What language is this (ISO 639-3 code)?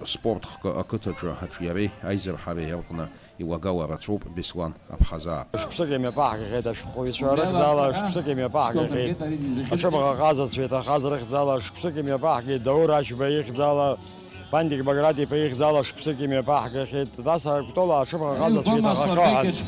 abk